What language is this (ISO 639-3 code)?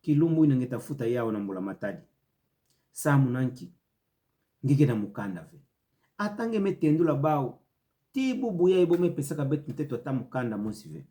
ktu